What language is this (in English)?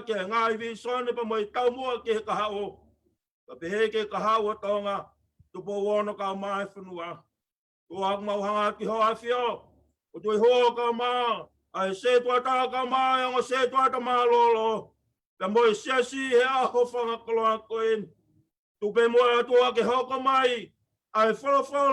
Tongan